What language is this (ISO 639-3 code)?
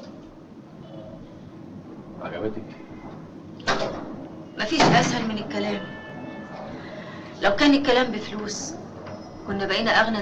arz